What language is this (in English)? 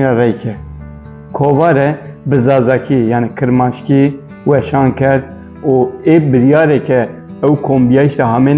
Kurdish